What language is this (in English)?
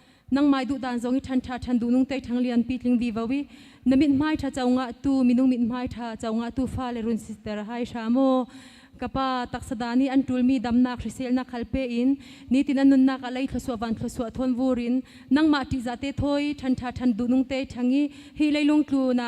Hakha Chin